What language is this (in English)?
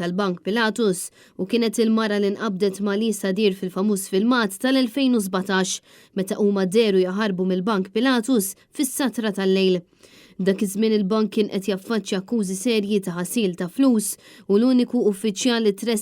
Maltese